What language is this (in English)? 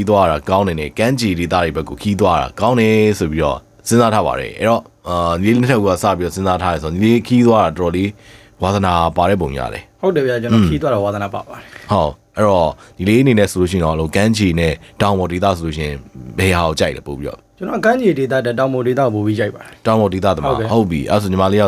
Burmese